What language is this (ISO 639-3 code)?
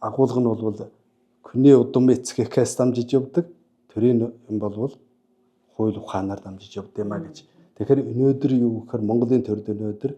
mon